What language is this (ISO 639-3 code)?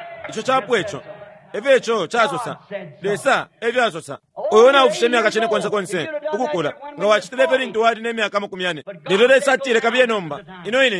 bem